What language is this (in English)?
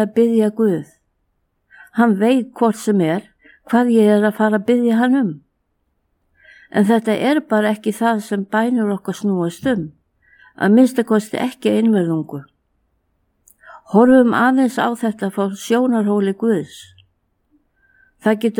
Icelandic